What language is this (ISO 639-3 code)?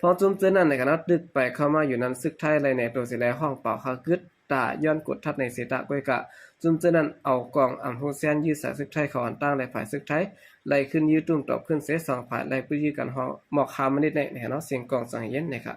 shn